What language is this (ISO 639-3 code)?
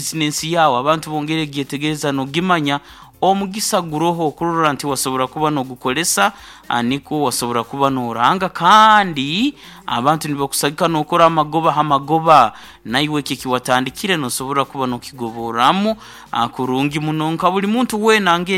nyo